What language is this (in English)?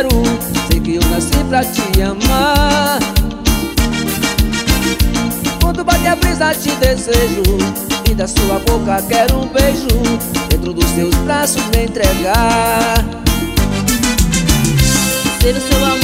Portuguese